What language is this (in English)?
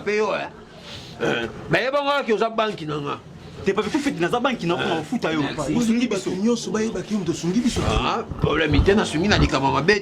Lingala